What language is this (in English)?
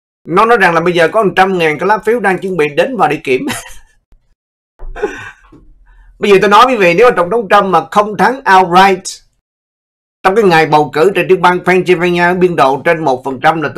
Vietnamese